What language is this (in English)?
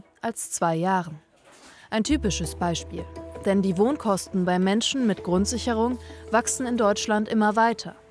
German